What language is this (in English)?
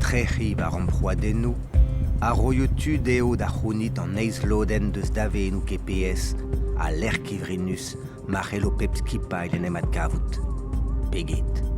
Breton